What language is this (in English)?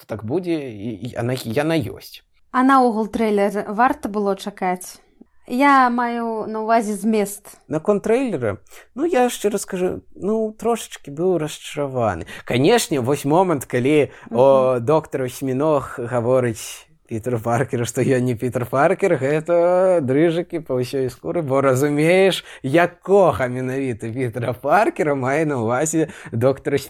Belarusian